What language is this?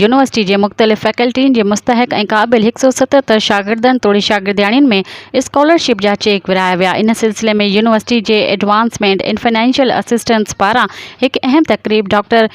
Sindhi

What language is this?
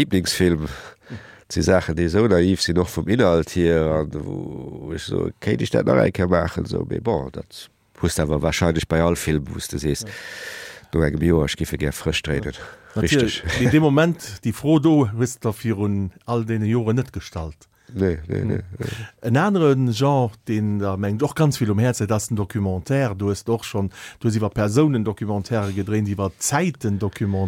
Luxembourgish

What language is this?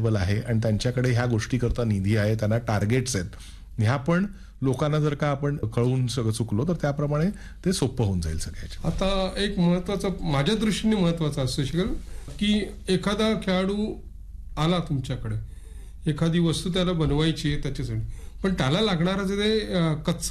Marathi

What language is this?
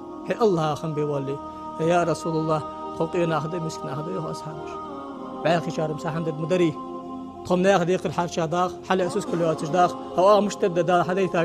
Ingush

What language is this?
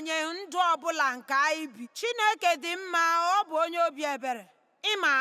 Igbo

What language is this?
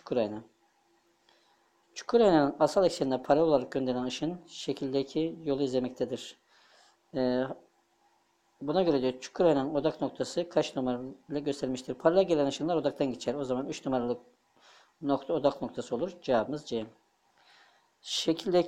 Turkish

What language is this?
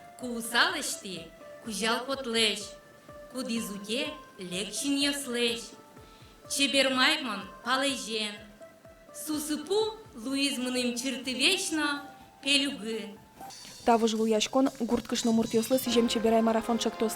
Udmurt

